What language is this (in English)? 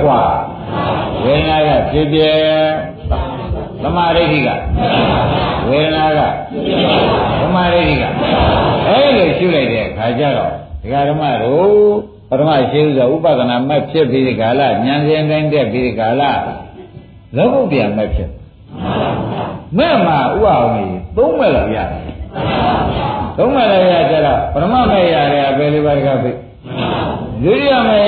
Burmese